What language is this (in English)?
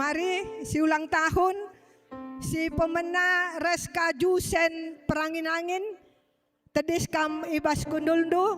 Batak Karo